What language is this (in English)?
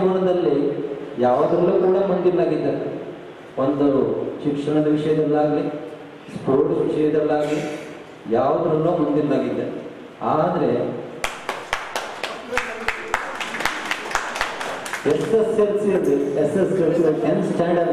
Kannada